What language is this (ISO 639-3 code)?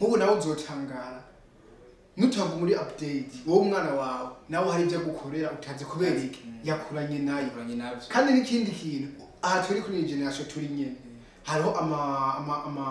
run